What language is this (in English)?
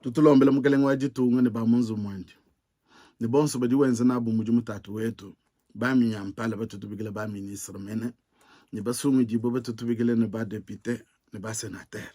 Luba-Lulua